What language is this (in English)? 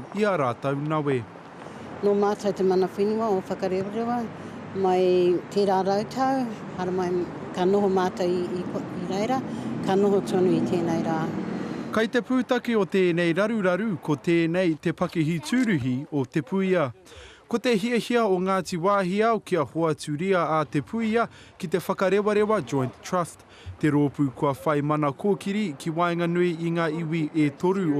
Māori